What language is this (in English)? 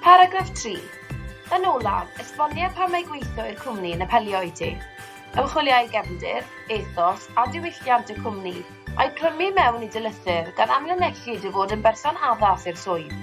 Welsh